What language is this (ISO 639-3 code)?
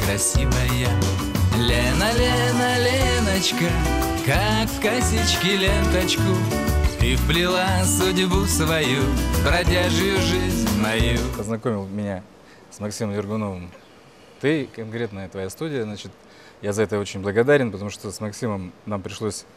rus